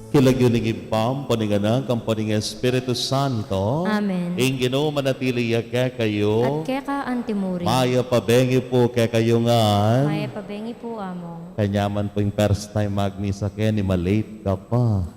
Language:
Pampanga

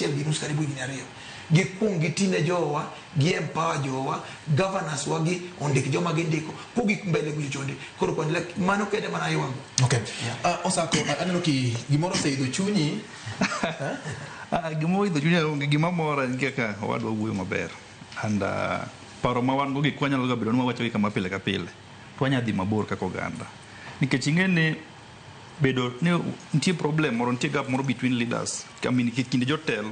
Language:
Luo (Kenya and Tanzania)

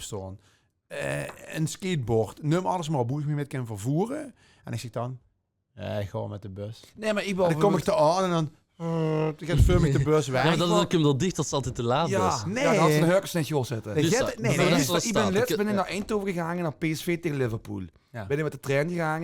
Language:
Limburgish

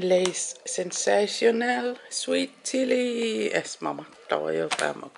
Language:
Kalaallisut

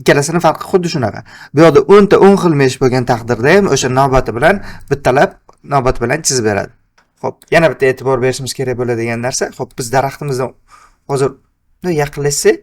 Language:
Uzbek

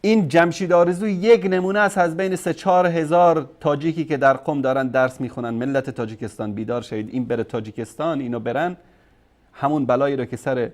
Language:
Persian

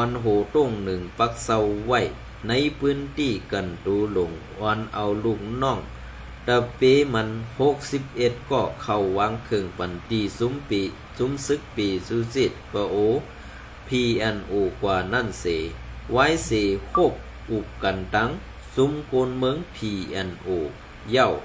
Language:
Shan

